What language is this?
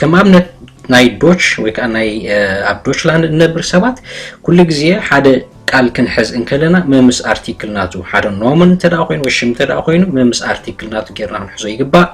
Tigrinya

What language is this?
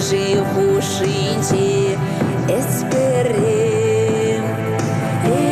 Chuvash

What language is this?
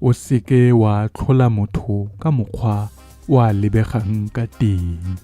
Tswana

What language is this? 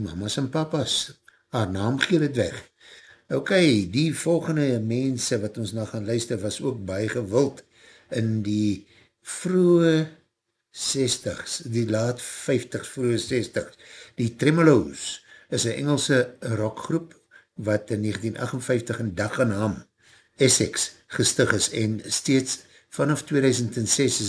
Afrikaans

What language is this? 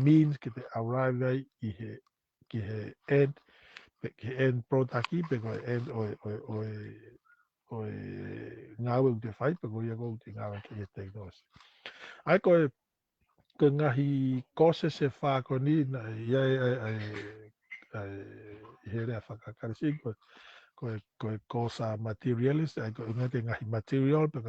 Tongan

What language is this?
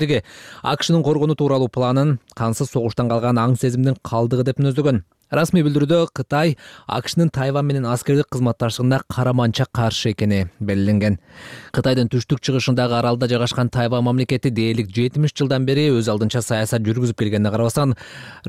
Kyrgyz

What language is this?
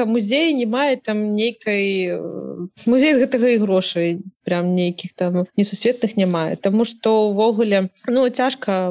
Belarusian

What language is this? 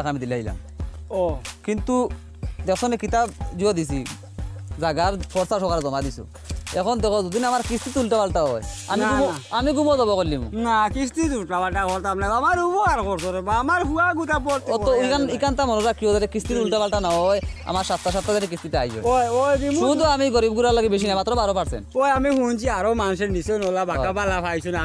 Sylheti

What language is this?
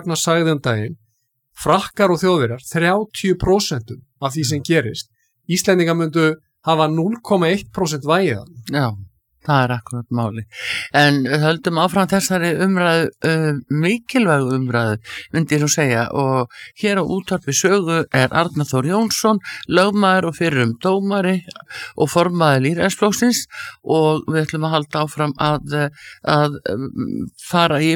Icelandic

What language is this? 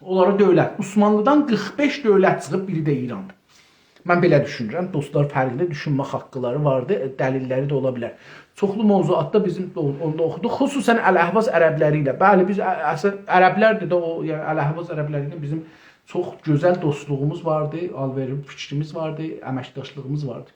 South Azerbaijani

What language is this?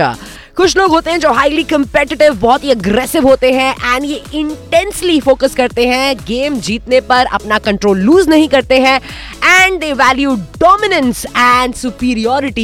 Hindi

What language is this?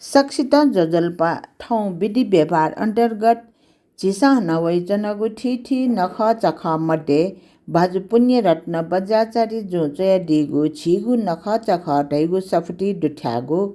Newari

